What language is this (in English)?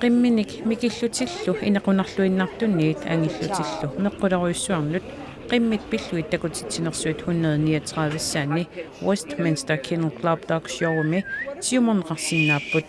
Kalaallisut